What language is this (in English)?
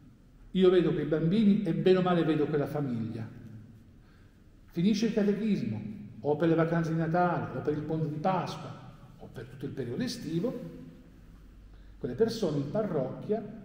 Italian